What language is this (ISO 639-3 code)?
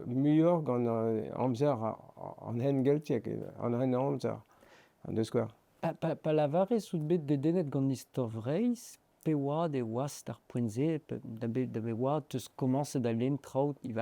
bre